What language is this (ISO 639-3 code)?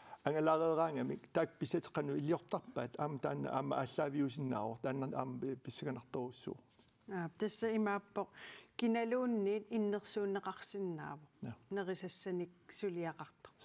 kal